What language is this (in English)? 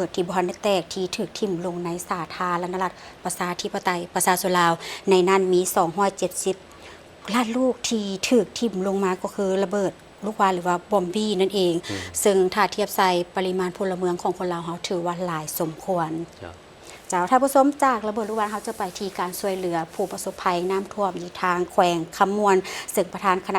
Lao